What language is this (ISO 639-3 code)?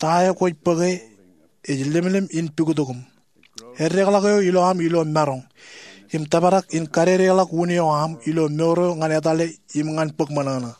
mah